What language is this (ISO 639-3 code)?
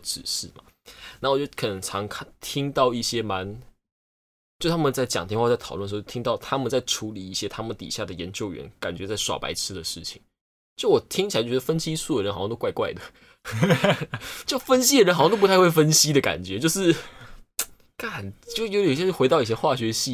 zho